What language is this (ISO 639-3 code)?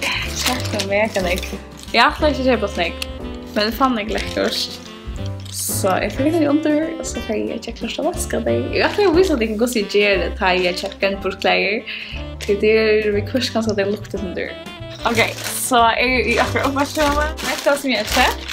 fao